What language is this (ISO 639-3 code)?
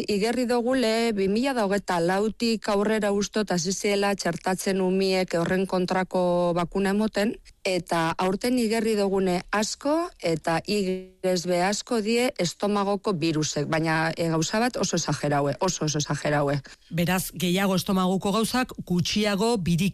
eus